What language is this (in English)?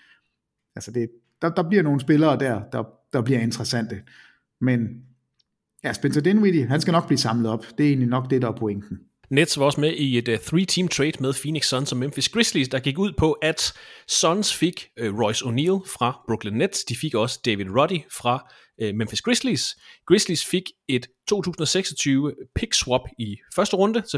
Danish